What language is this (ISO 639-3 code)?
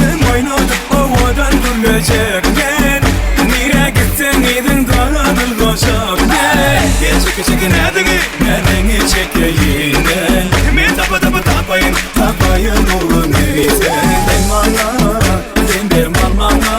tuk